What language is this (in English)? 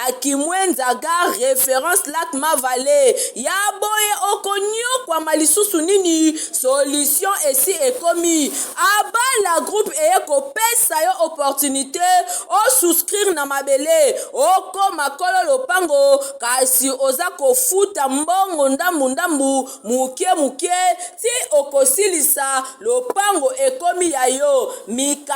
Lingala